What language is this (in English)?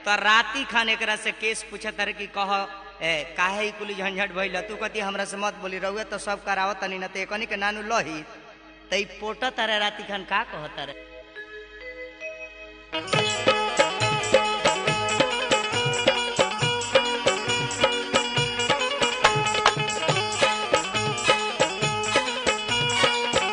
Bhojpuri